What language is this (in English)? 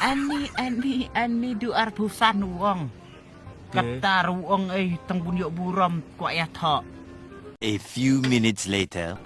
Khasi